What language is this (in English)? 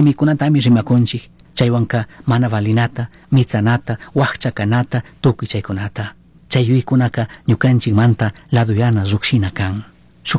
Chimborazo Highland Quichua